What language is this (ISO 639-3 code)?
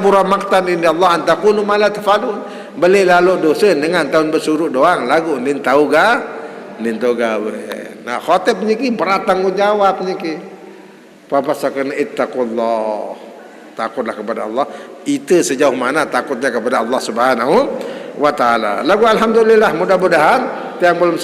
sas